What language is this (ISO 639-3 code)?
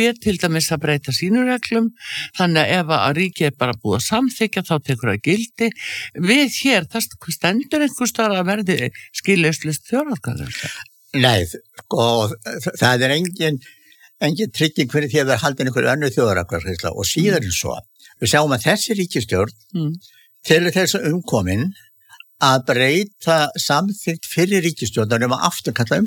isl